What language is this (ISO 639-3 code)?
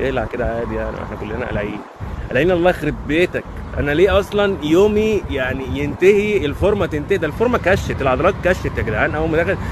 arz